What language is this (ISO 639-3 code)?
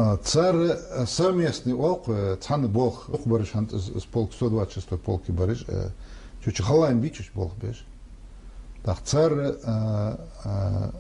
inh